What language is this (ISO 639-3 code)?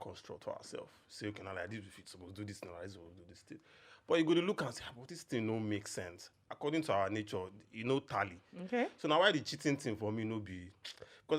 pcm